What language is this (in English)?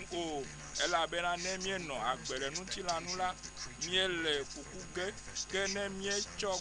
Ewe